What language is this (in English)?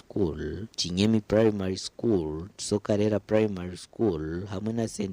Nyankole